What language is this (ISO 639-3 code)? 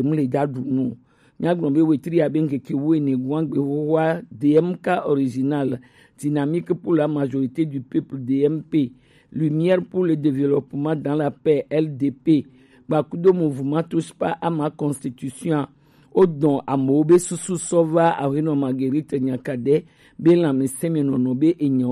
gej